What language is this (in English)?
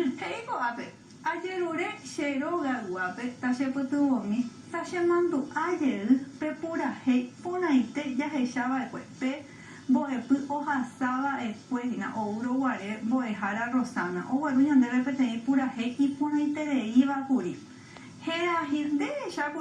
Guarani